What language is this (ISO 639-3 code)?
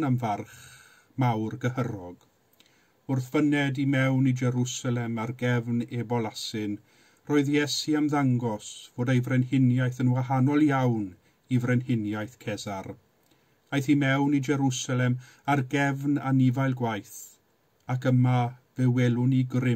cym